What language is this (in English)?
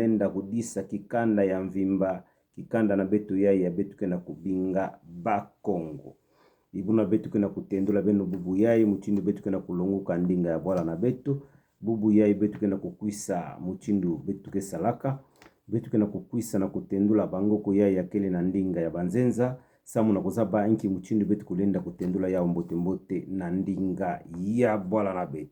Kituba (Democratic Republic of Congo)